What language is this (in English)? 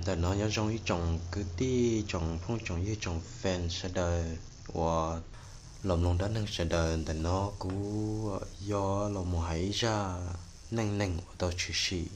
Hmong